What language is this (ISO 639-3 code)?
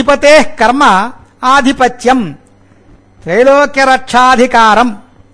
san